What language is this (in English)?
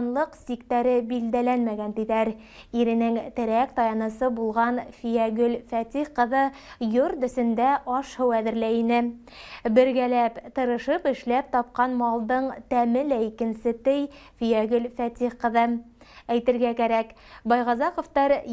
Bashkir